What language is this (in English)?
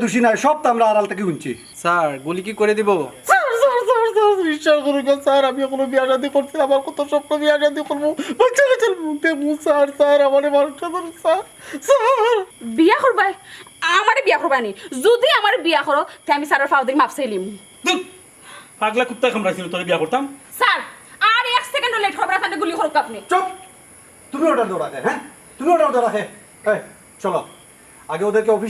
Sylheti